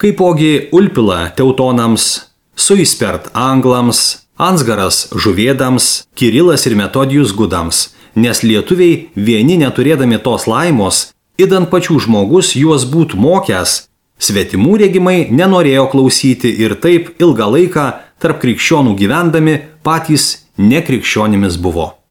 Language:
Lithuanian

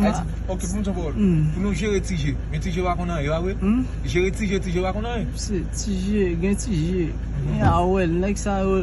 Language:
Haitian Creole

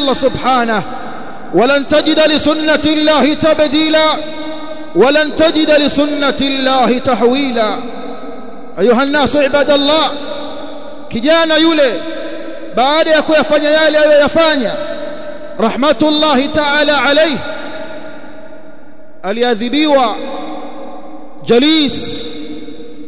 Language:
Swahili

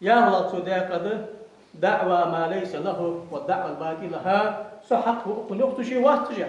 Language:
Ingush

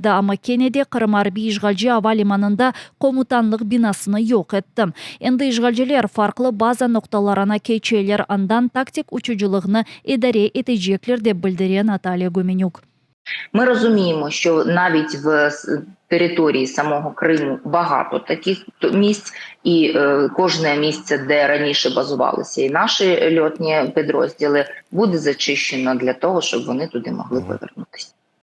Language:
Crimean Tatar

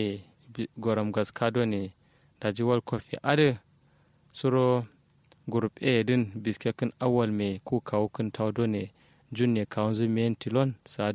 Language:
Kanuri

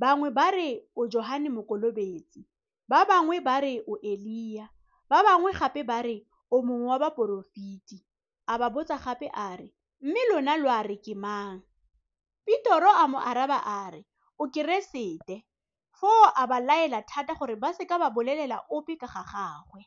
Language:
Tswana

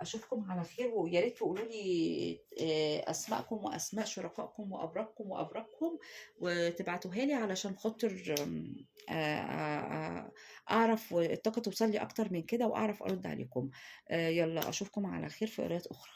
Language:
Egyptian Arabic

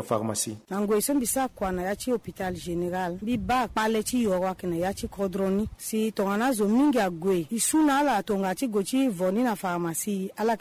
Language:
Sango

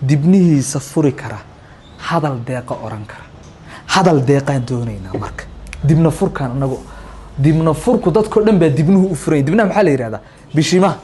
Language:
Somali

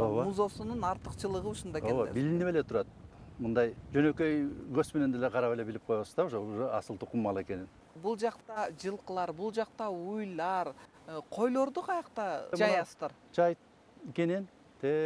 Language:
Kyrgyz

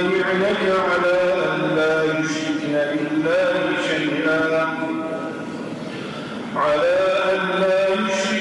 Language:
Arabic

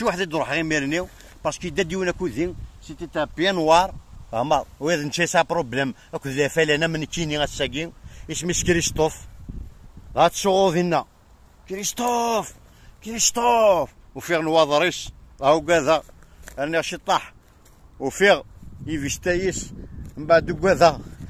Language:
Kabyle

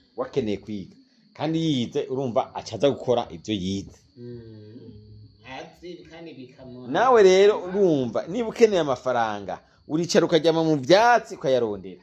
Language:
Rundi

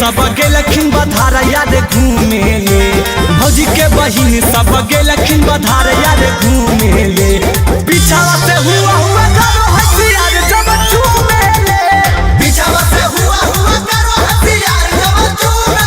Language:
Magahi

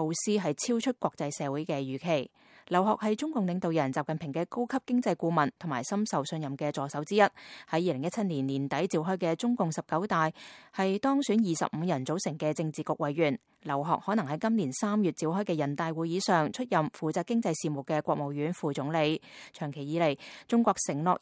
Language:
Cantonese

